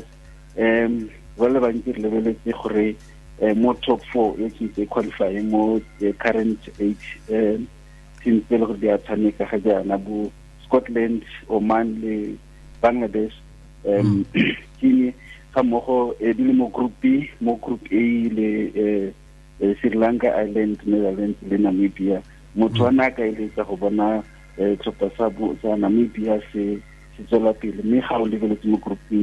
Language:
Tswana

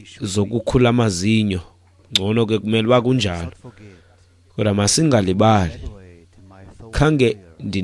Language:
Xhosa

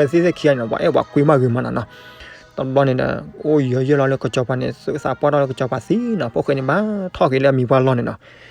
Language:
S'gaw Karen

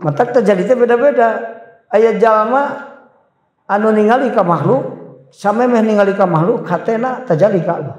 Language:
Sundanese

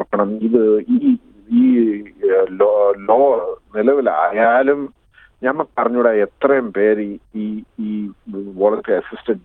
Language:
Malayalam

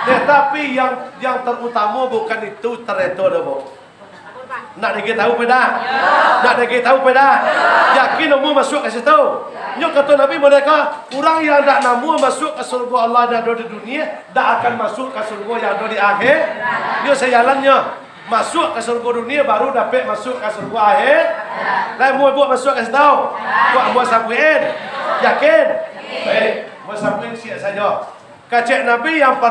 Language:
Minangkabau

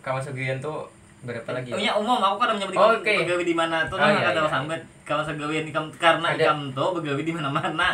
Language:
Banjar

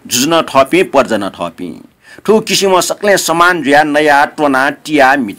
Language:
Newari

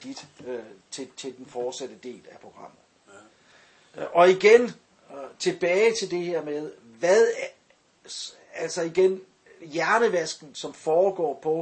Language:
Danish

